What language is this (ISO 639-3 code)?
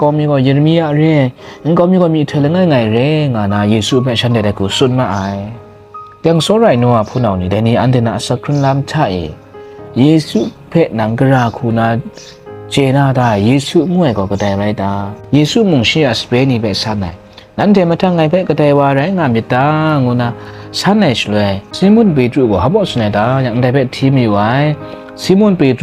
kac